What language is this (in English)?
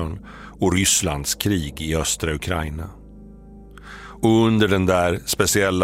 Swedish